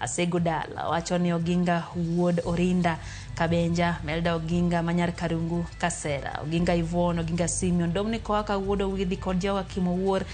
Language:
Luo (Kenya and Tanzania)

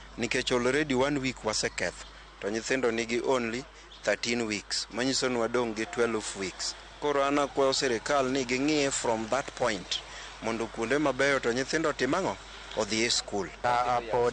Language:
Luo (Kenya and Tanzania)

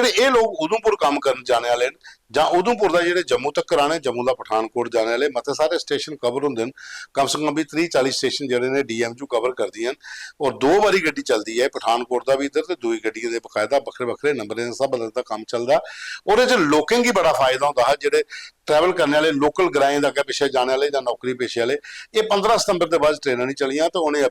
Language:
Dogri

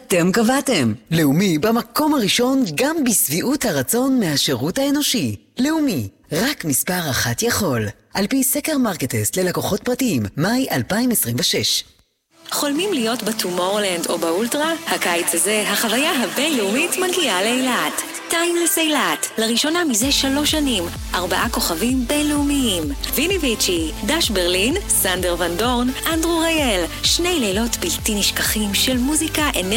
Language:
Hebrew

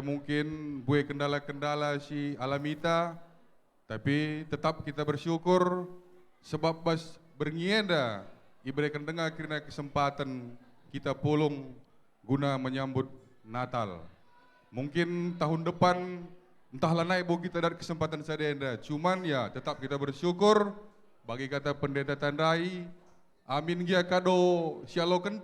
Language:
Batak Karo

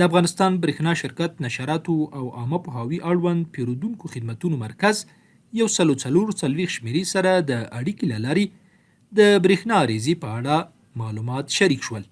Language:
Pashto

